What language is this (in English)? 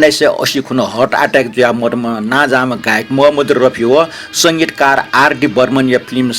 Newari